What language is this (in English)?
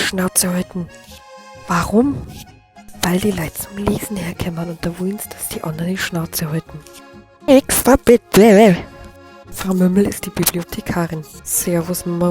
Bavarian